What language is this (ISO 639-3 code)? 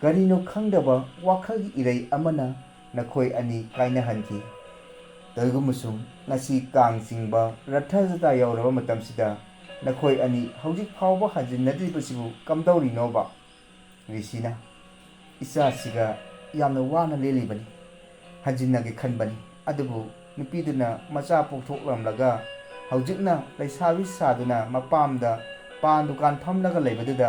mni